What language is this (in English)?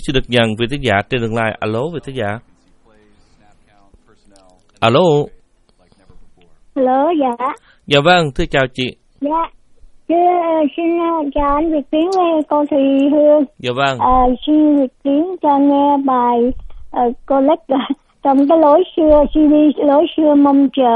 Vietnamese